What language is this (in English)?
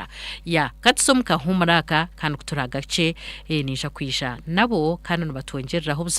Nyankole